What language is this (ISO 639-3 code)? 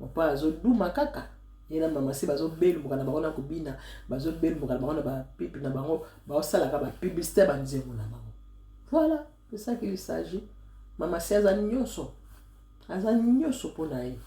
lin